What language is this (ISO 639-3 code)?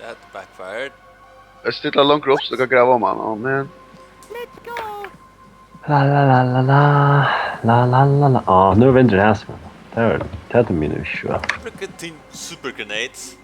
fao